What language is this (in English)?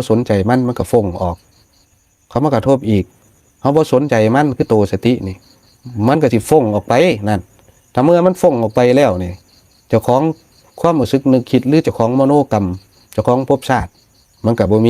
Northeastern Thai